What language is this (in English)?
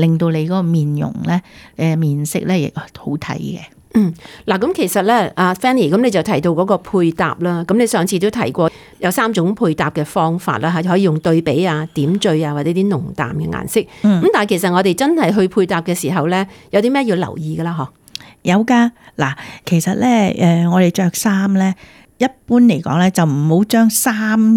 Cantonese